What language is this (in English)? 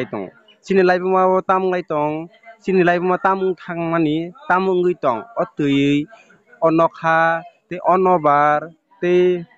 Kok Borok